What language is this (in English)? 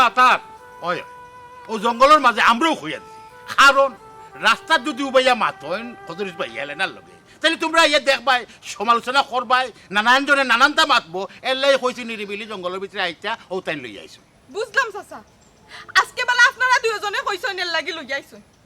Sylheti